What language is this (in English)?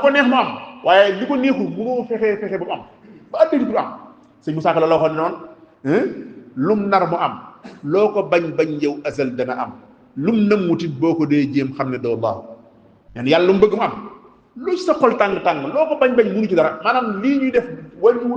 Wolof